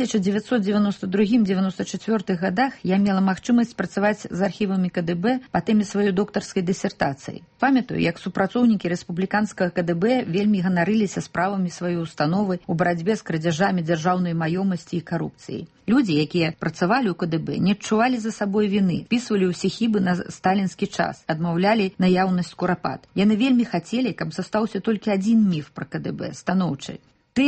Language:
Belarusian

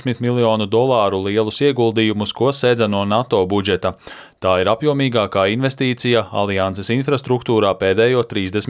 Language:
Latvian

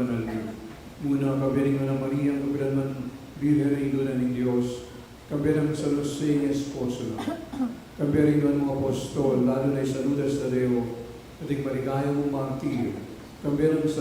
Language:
Pampanga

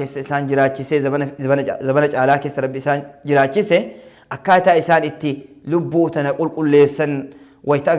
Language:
Oromo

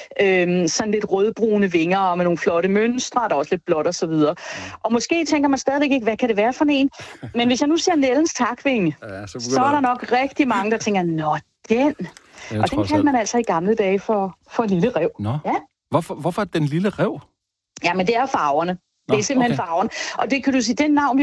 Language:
Danish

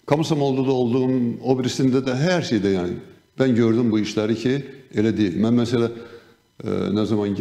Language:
Gagauz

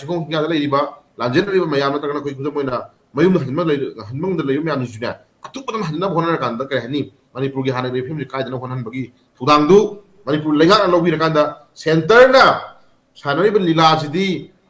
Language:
Manipuri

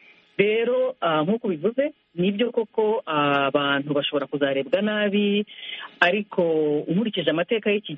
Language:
Kinyarwanda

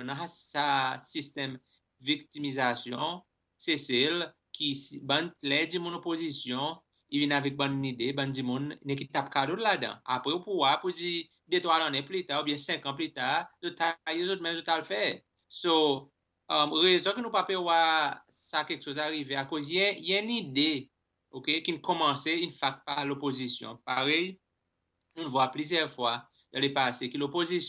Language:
Seselwa Creole French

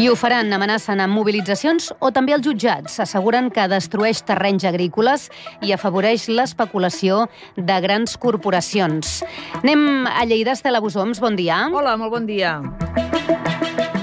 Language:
Catalan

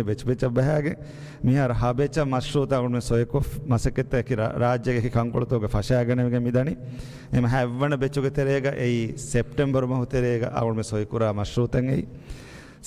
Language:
Divehi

